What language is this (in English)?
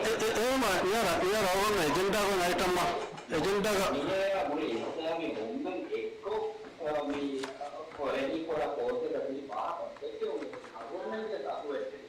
Divehi